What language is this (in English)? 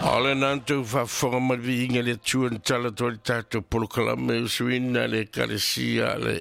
Samoan